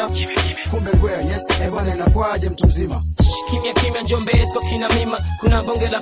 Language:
Swahili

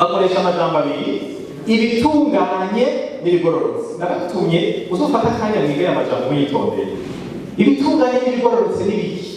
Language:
Rundi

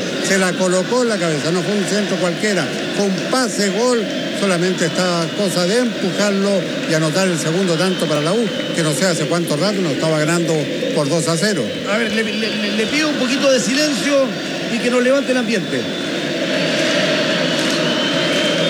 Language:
Spanish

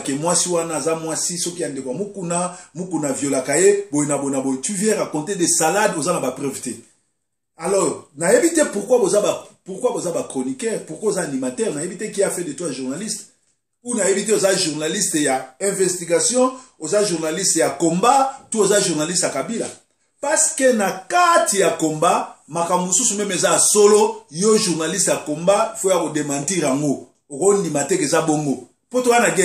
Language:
Lingala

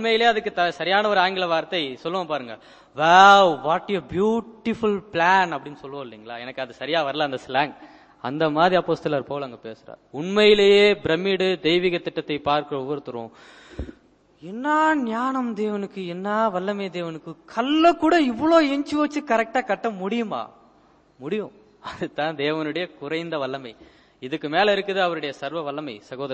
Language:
Tamil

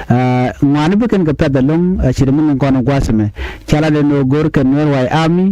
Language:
Nuer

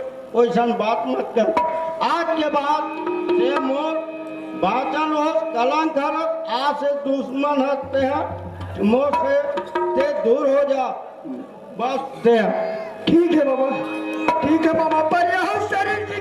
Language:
Chhattisgarhi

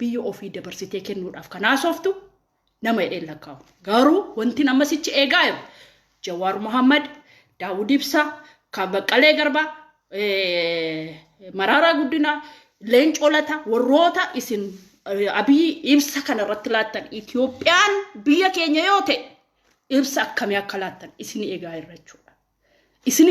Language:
Oromo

